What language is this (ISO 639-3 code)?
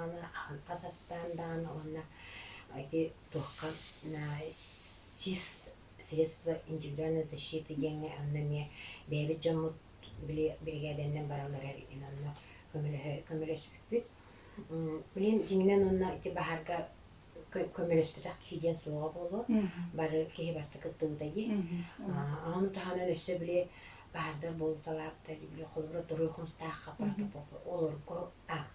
sah